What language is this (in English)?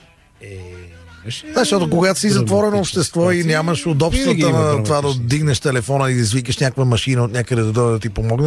Bulgarian